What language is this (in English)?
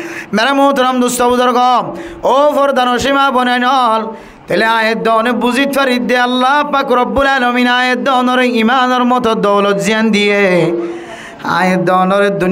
Rohingya